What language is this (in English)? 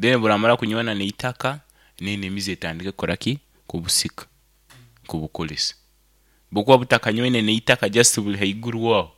Nyankole